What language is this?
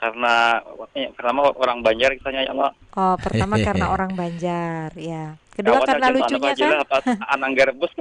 Banjar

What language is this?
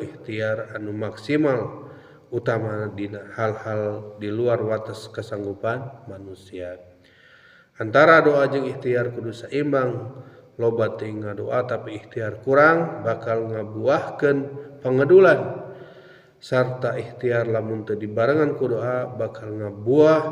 Sundanese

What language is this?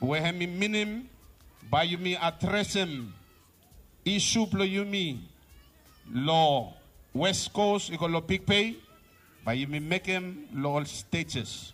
Bislama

